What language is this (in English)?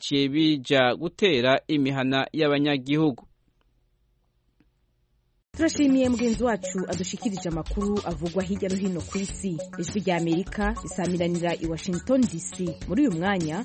Kinyarwanda